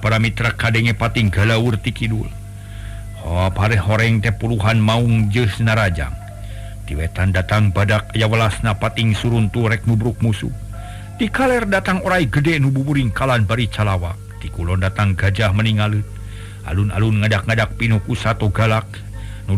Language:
Sundanese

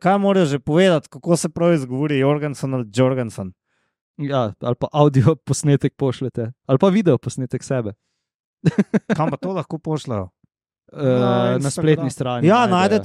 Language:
Slovenian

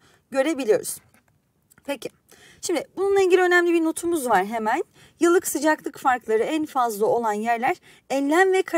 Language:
Turkish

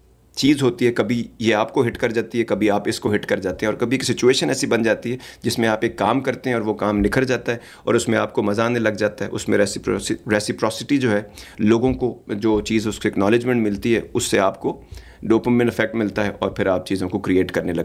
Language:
Urdu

